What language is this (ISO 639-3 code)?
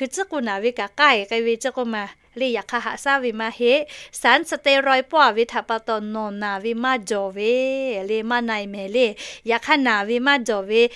lhu